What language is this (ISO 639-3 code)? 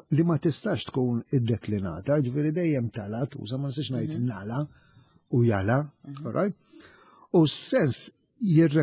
mlt